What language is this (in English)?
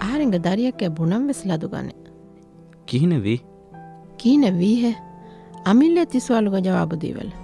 Divehi